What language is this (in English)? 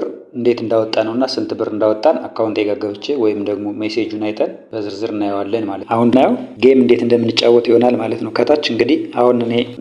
Amharic